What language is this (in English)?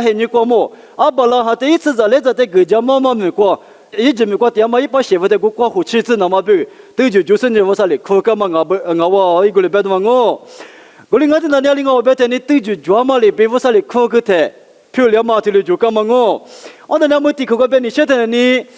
Lisu